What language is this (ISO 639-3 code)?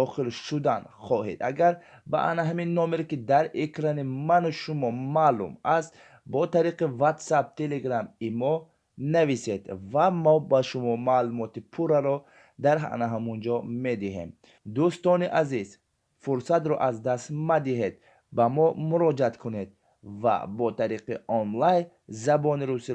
tgk